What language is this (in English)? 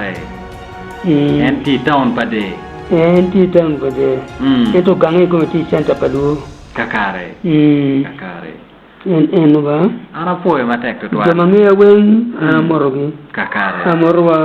Acoli